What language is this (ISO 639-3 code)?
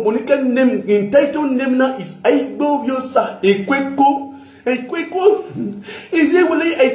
pcm